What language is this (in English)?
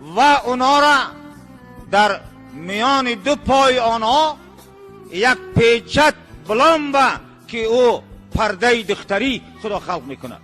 Tajik